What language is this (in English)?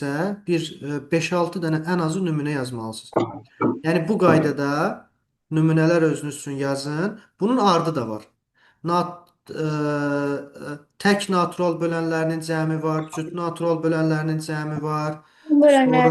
Azerbaijani